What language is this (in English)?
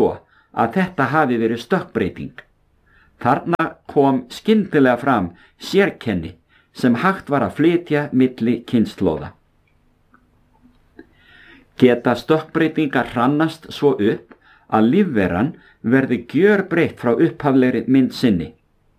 Icelandic